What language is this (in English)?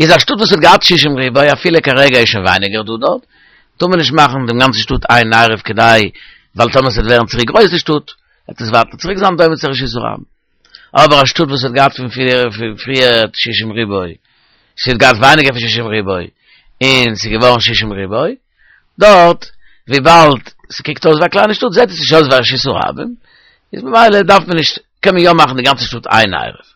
Yiddish